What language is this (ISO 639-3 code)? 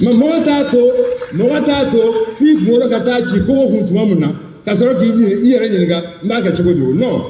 bam